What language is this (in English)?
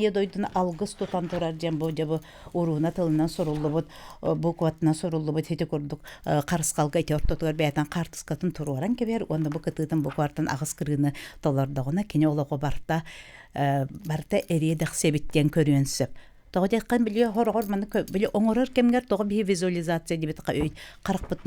Yakut